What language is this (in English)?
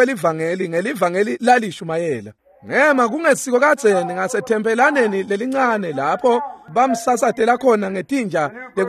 Swati